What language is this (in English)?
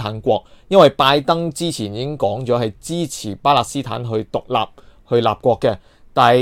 Cantonese